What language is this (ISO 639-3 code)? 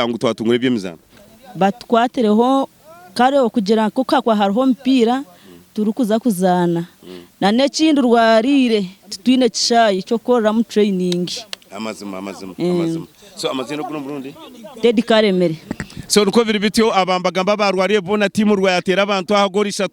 nyn